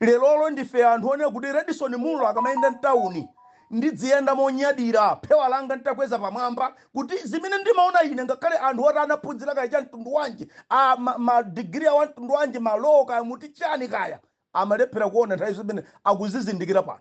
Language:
Nyanja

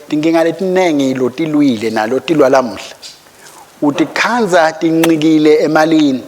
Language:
Swati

